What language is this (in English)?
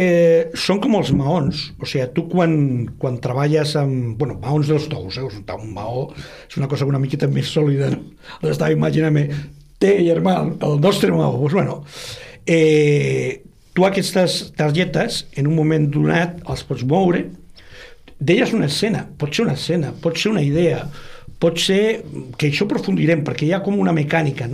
Catalan